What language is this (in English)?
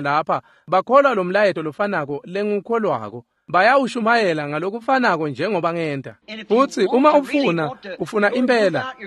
Swati